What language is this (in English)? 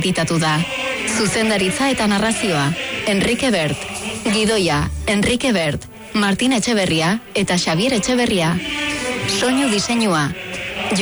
Basque